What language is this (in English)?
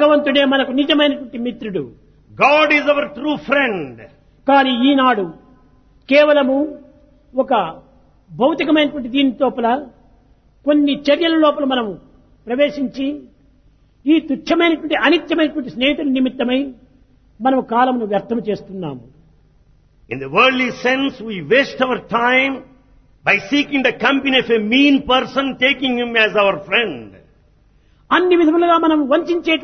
Telugu